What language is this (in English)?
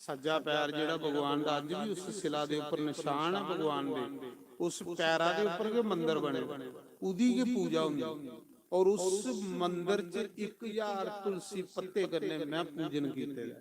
Dogri